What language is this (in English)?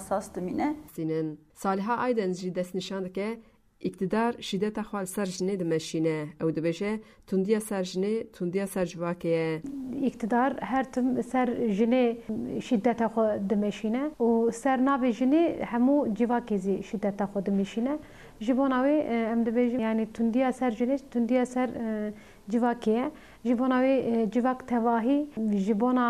Kurdish